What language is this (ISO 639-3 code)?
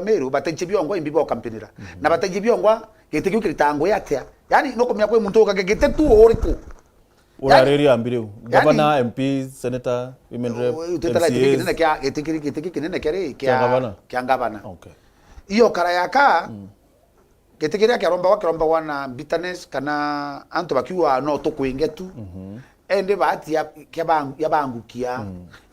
mer